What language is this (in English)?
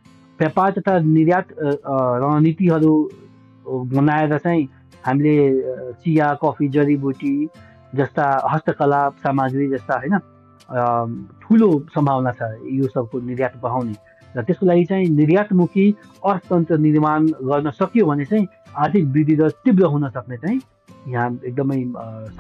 Nepali